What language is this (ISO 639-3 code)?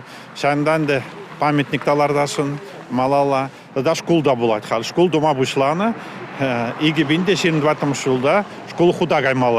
chv